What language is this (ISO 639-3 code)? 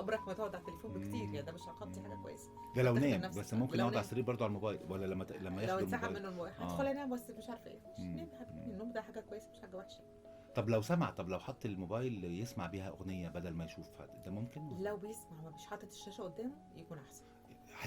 arz